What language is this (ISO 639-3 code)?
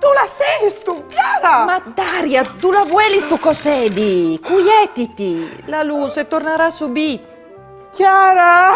fur